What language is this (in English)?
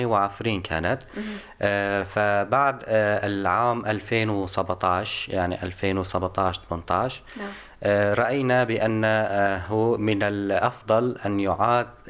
North Levantine Arabic